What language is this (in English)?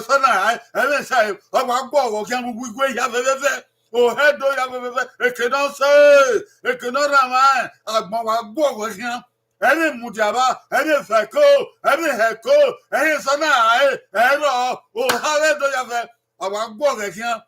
Bini